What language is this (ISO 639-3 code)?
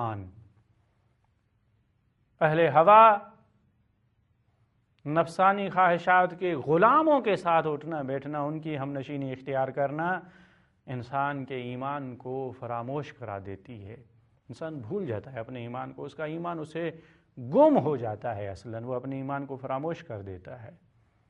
urd